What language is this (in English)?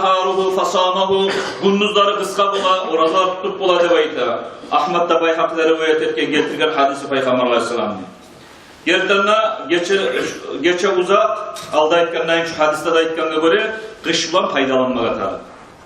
Kumyk